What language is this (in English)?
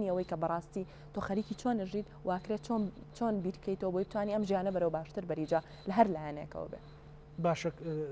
Central Kurdish